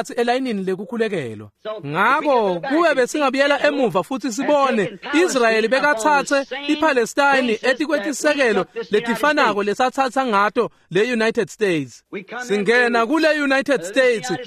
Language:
Swati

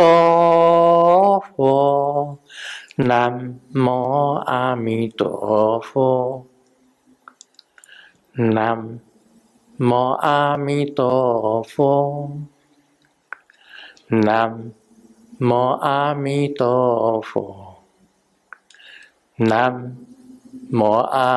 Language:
Chinese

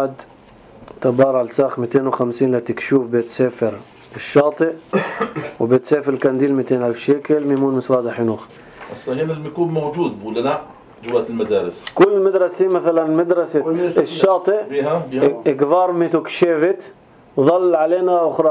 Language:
North Levantine Arabic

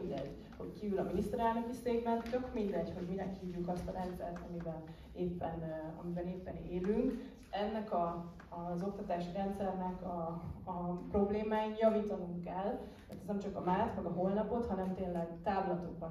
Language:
Hungarian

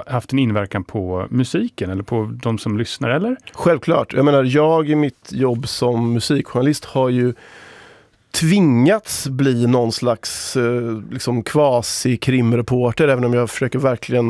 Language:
Swedish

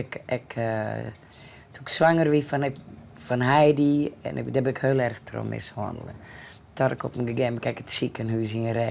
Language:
Western Frisian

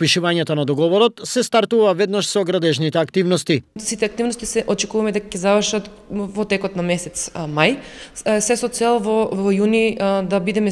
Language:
Macedonian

